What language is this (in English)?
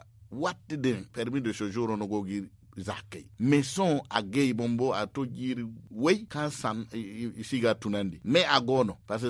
Zarma